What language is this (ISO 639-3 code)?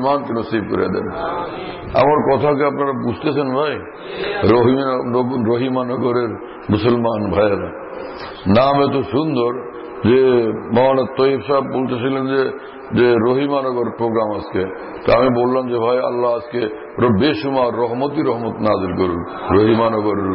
ben